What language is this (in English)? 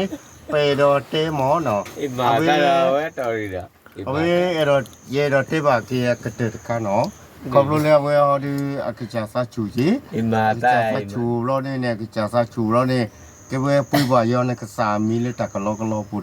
S'gaw Karen